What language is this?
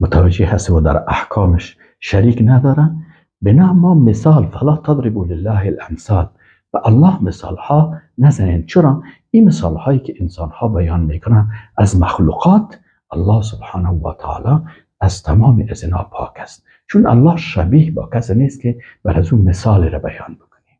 Persian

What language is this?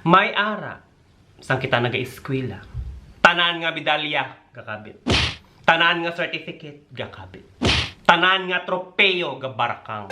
Hiligaynon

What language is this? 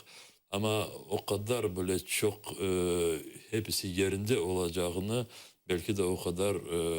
Crimean Tatar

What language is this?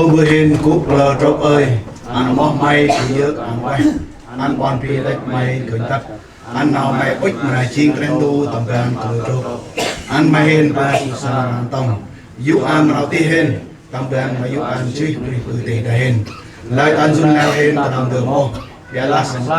Central Mnong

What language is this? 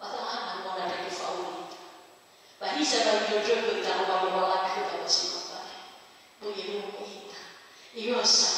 Nias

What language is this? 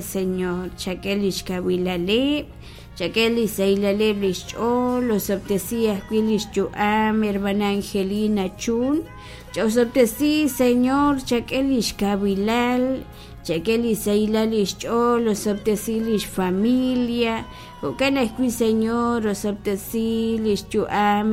Kekchí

